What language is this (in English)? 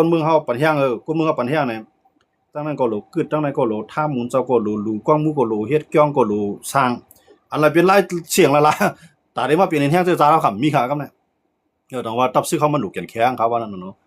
Shan